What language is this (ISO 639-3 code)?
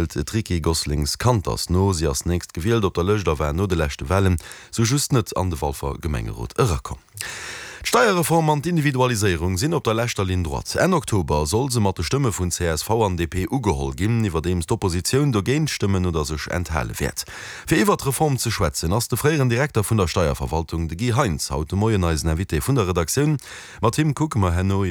ltz